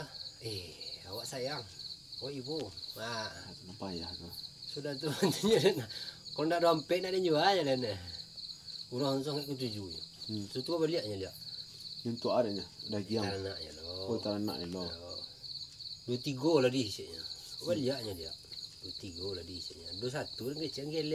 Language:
Minangkabau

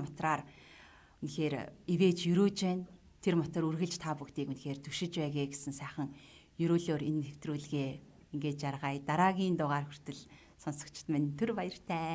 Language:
Mongolian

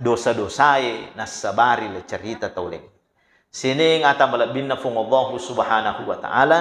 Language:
Buginese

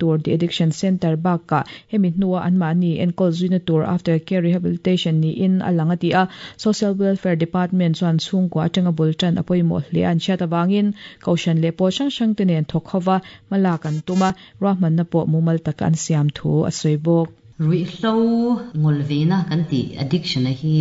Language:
Mizo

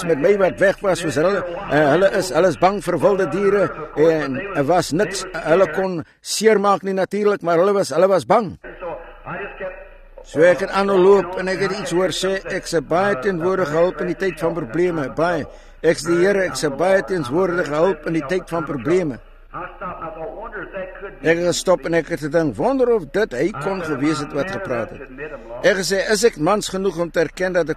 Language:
Afrikaans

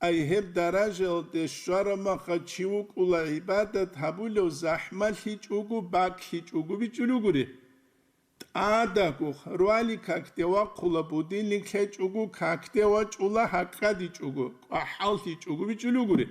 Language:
Avaric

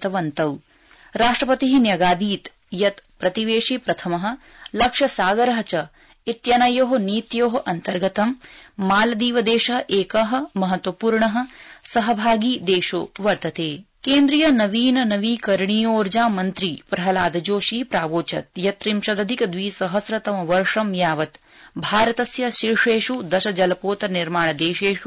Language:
Sanskrit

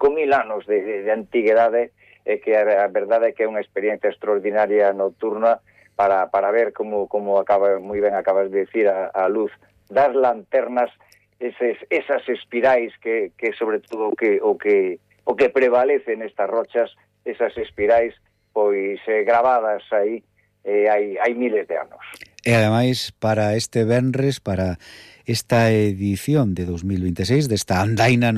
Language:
Galician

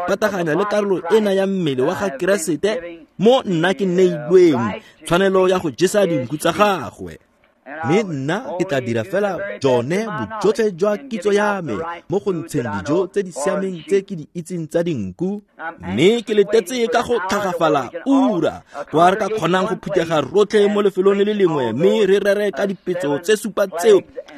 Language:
Tswana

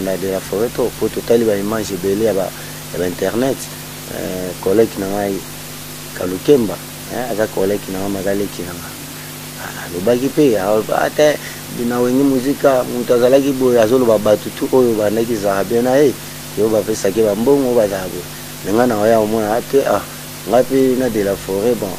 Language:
Lingala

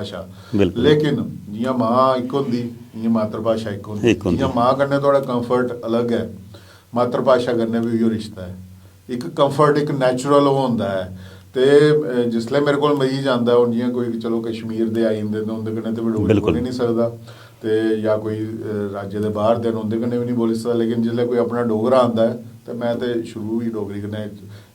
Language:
Dogri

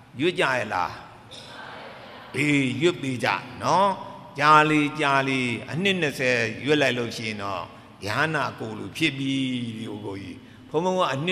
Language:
Burmese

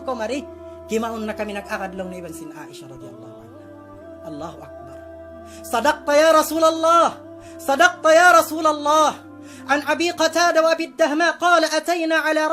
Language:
Tausug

